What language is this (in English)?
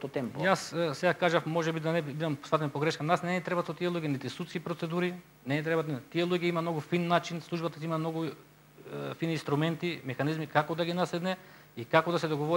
Macedonian